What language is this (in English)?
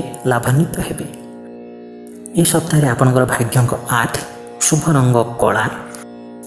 Odia